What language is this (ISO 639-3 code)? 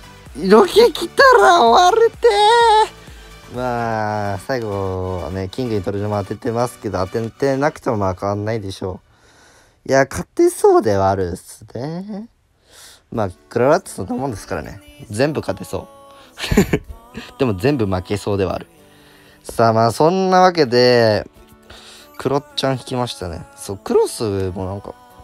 jpn